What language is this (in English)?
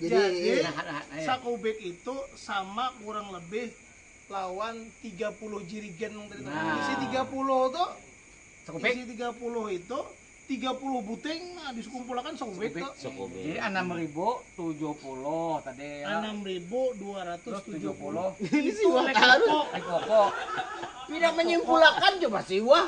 Banjar